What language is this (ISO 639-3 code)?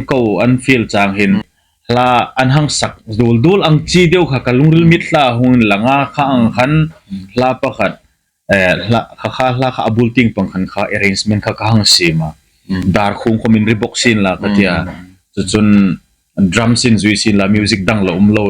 hmr